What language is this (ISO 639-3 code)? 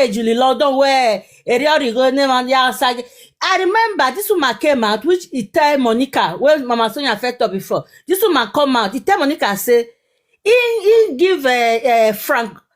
pcm